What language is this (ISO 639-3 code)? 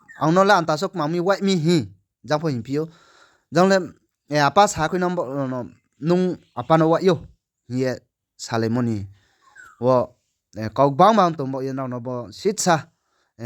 ria